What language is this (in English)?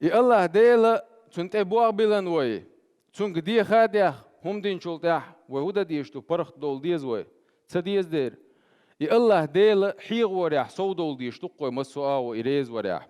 Chechen